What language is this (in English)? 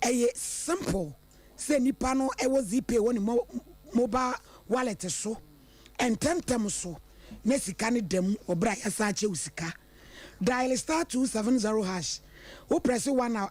Akan